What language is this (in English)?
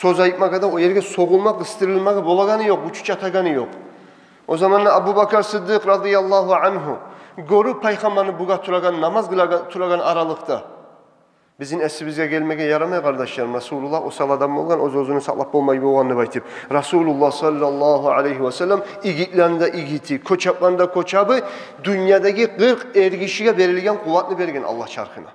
Kumyk